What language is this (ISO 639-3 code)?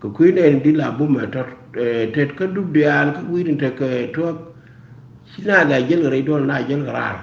nus